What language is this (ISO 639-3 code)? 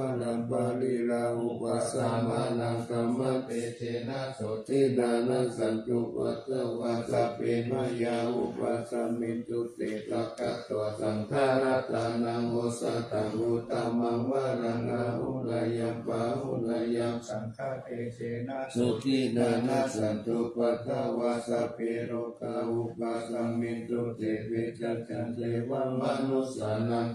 pli